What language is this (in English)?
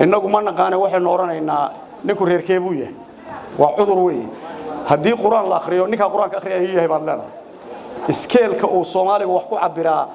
Somali